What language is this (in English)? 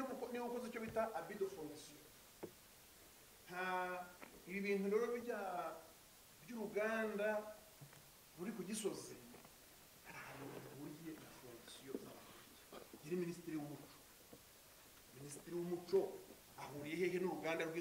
Kinyarwanda